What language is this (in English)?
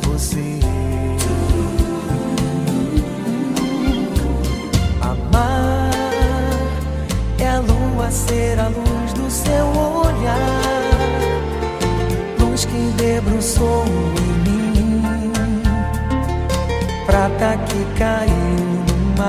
Portuguese